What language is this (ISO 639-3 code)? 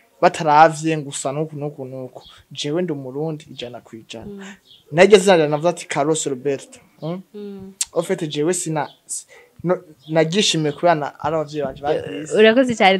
run